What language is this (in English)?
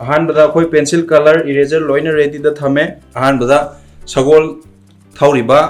Manipuri